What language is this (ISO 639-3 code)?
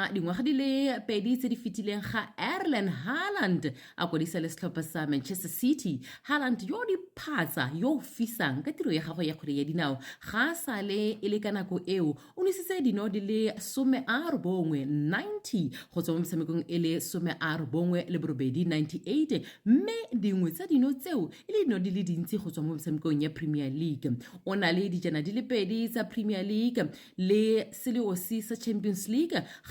tsn